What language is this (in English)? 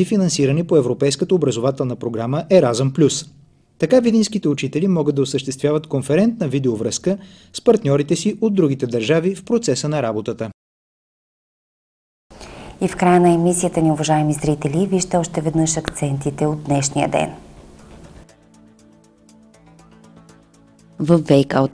Bulgarian